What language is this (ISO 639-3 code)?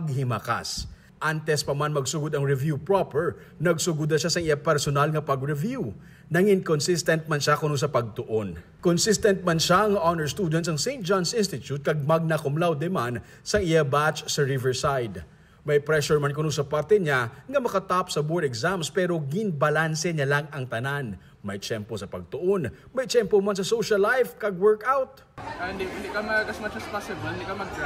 hil